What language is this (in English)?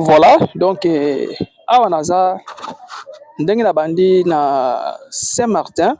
Lingala